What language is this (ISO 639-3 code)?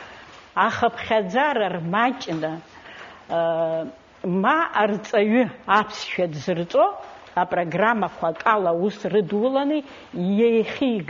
abk